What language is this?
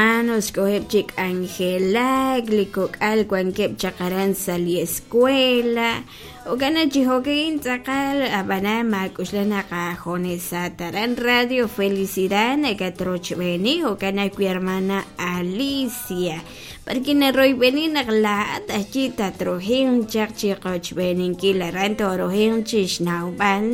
Kekchí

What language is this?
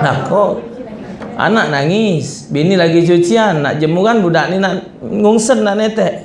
Musi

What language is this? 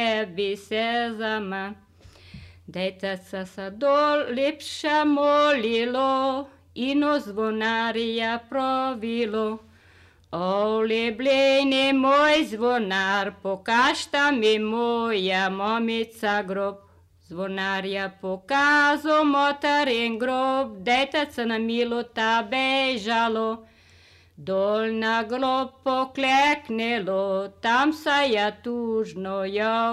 Slovenian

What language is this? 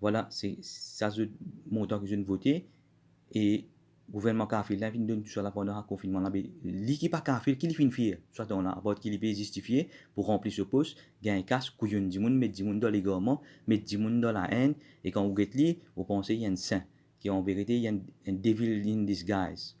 Morisyen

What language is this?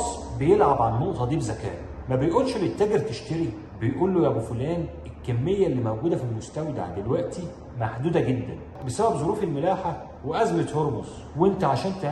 Egyptian Arabic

